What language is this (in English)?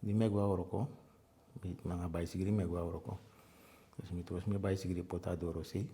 Eastern Maroon Creole